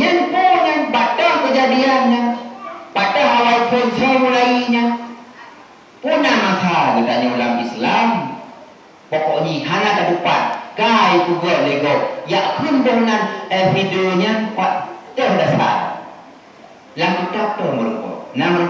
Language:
Achinese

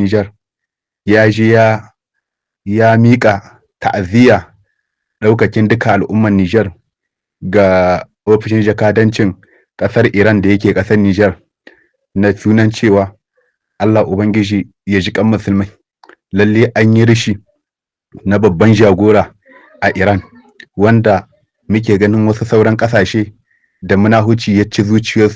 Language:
Hausa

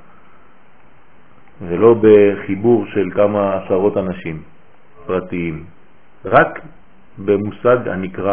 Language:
Hebrew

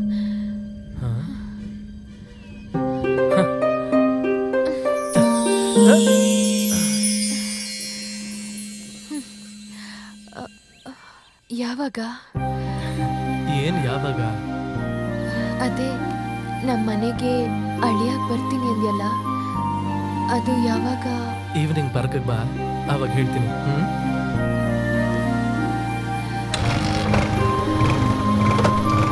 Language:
Kannada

